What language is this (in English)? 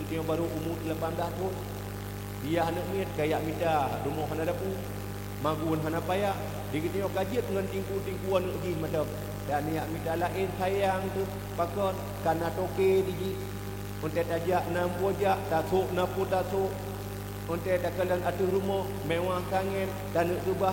Achinese